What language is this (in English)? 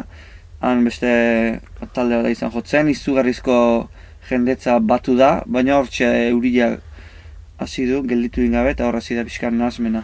Basque